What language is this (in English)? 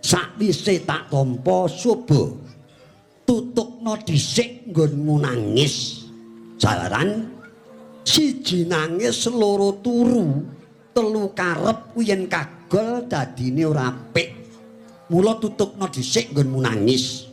Javanese